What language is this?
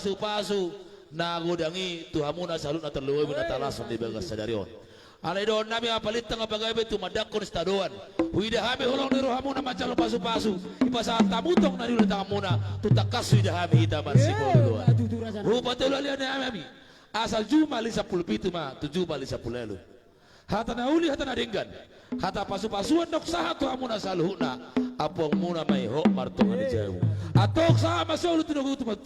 Batak Toba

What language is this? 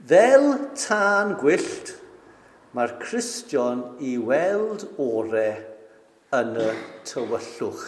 Welsh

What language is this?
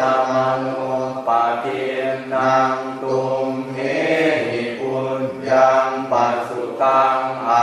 Pali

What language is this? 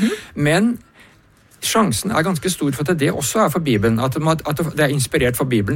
Norwegian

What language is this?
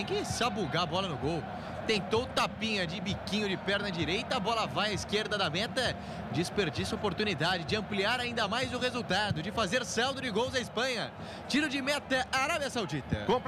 Portuguese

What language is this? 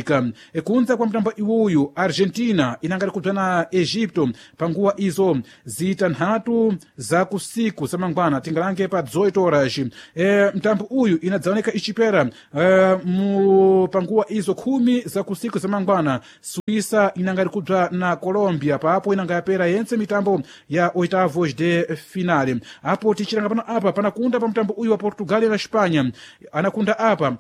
Sena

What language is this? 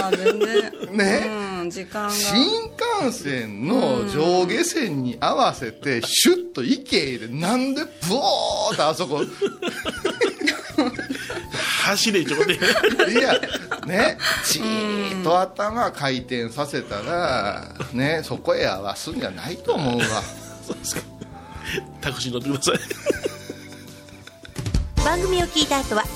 Japanese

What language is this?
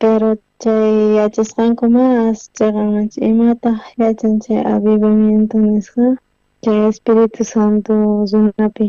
South Bolivian Quechua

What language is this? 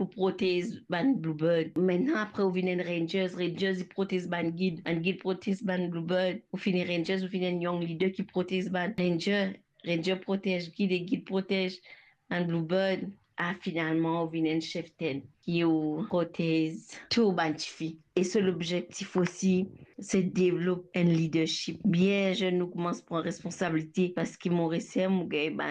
Morisyen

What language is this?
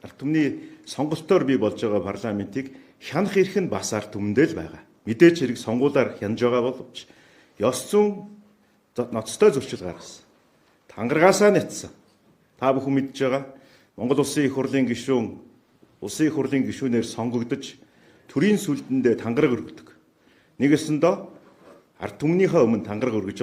Mongolian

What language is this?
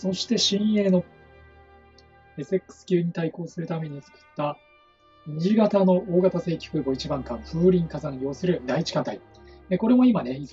Japanese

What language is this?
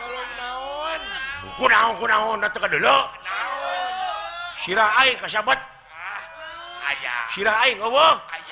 Sundanese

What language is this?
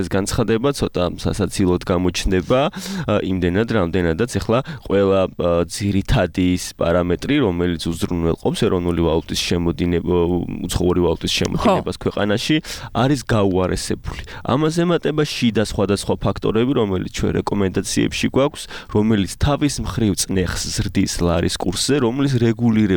Georgian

